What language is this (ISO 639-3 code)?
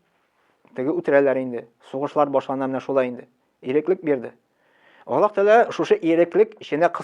tat